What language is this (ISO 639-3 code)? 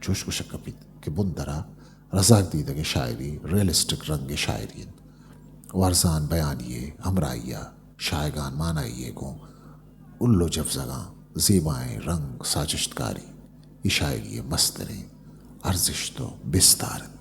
bgp